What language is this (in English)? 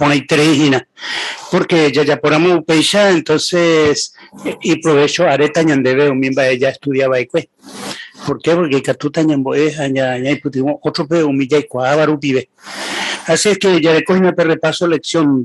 Guarani